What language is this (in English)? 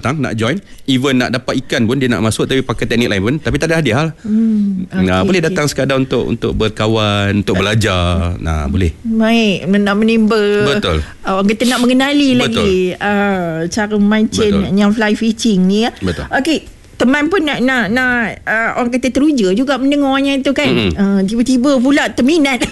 Malay